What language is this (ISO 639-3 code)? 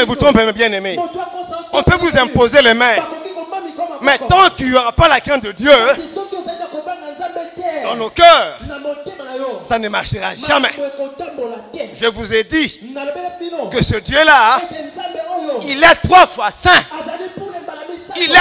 fra